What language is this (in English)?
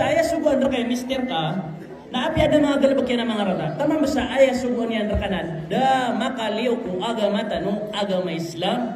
Maranao